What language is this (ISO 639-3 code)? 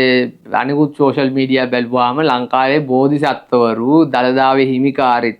sin